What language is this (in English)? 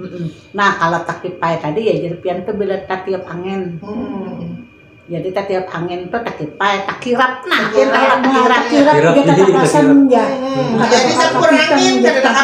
Banjar